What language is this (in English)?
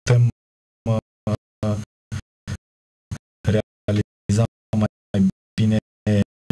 Romanian